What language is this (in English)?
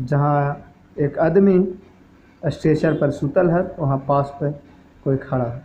Magahi